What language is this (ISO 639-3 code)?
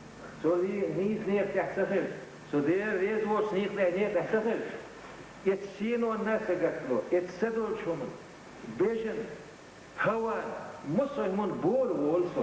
che